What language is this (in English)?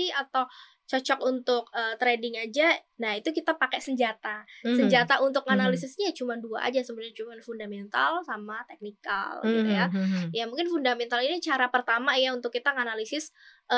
Indonesian